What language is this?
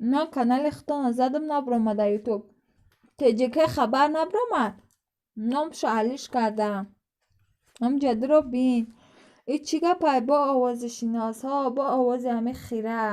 Tajik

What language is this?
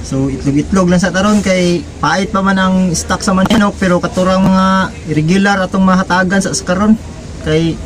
Cebuano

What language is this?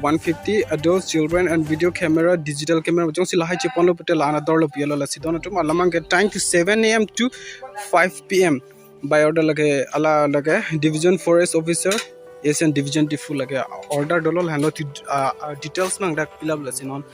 Karbi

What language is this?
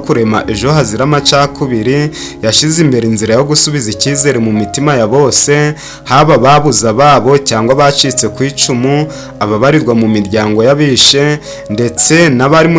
Kinyarwanda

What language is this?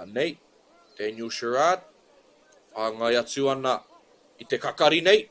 Māori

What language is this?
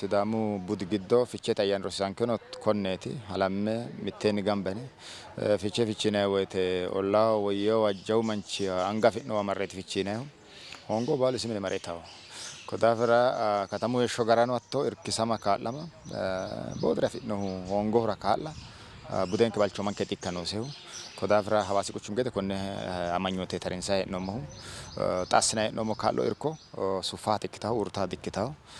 Sidamo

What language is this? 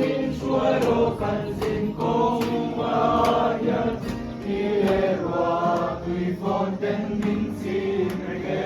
Mizo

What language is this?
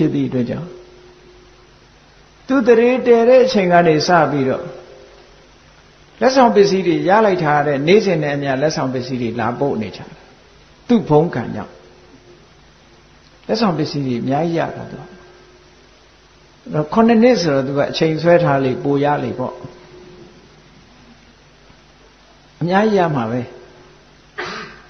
Burmese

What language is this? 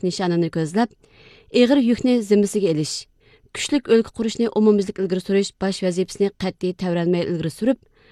Uyghur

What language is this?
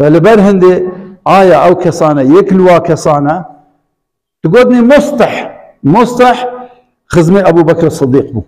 Kurdish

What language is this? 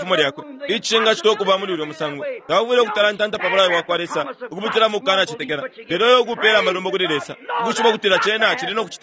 Bemba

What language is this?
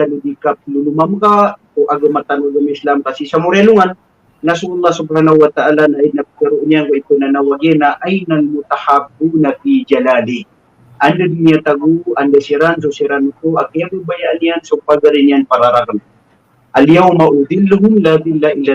Maranao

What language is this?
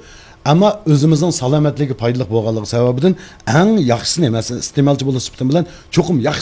Uyghur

